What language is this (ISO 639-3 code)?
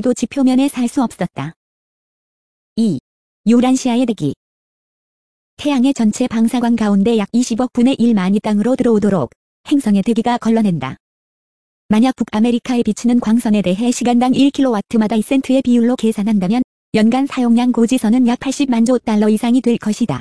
kor